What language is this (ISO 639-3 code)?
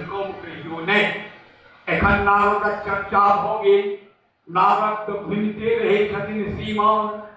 mai